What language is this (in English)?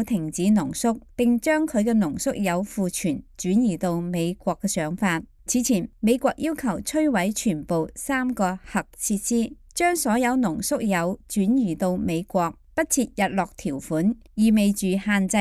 Cantonese